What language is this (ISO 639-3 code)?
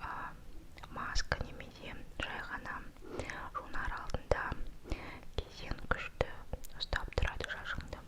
kaz